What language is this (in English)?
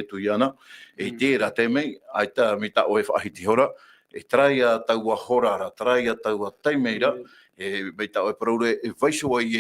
Tahitian